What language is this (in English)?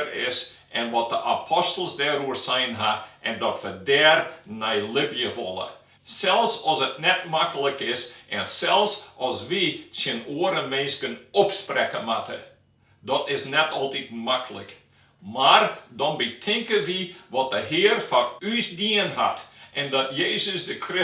Western Frisian